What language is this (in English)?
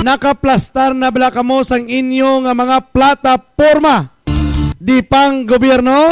Hiligaynon